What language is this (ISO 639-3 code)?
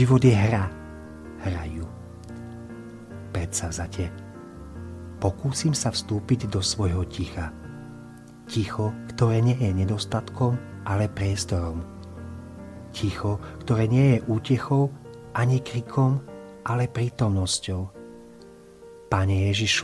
slk